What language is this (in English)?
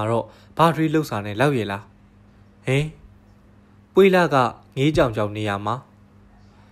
Burmese